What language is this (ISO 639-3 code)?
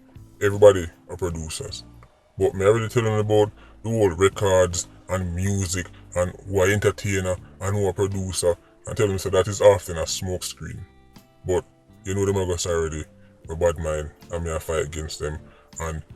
jam